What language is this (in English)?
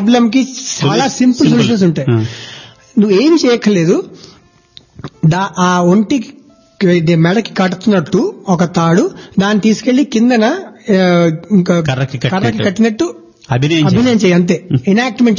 Telugu